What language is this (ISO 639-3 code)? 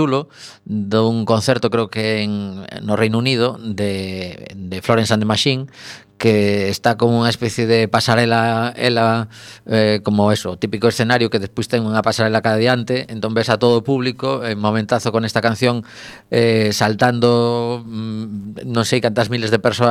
glg